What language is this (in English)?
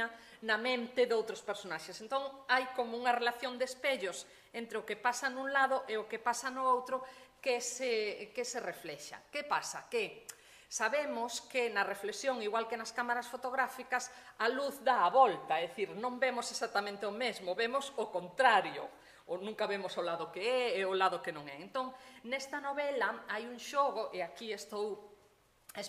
Galician